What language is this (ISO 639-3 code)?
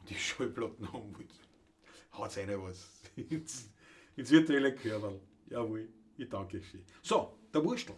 bar